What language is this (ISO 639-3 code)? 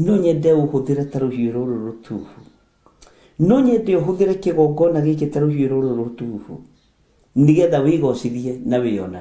kik